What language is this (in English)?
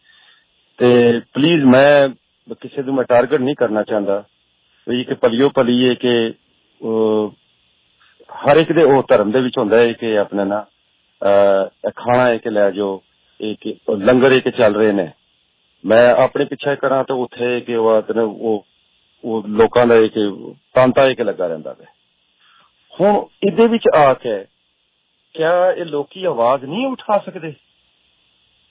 Punjabi